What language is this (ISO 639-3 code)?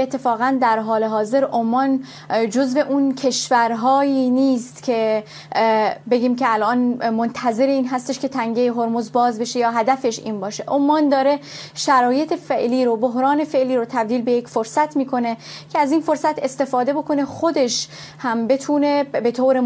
fas